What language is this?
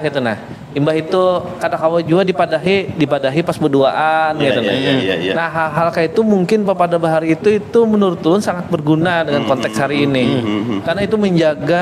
Banjar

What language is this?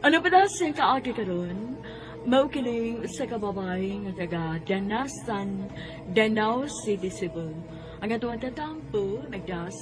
Cebuano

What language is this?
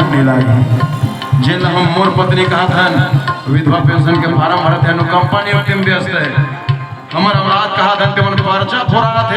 Chhattisgarhi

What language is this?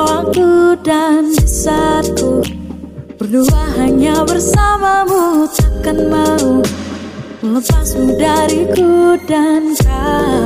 Indonesian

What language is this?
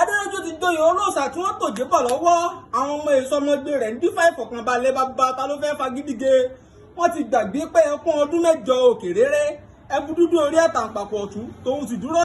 Yoruba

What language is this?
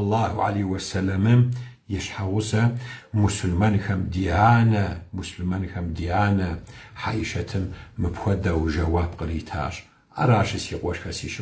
Kabardian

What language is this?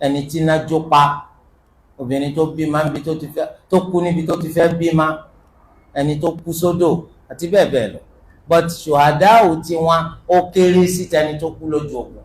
Yoruba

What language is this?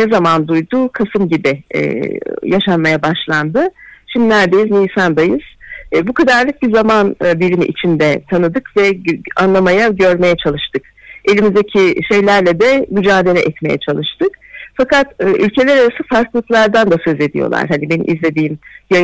Turkish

